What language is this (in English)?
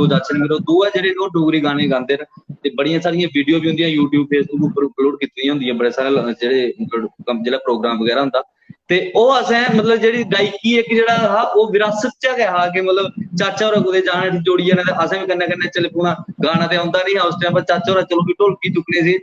Dogri